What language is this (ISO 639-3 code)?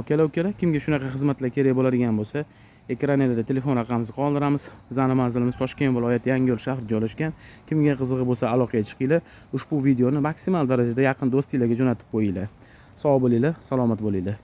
uzb